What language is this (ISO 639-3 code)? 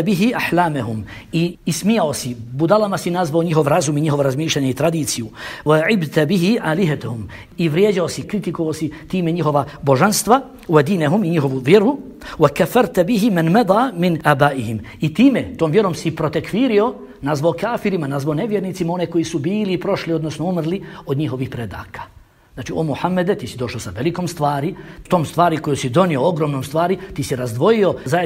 bos